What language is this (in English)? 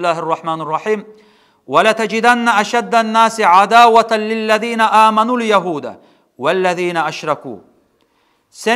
Kumyk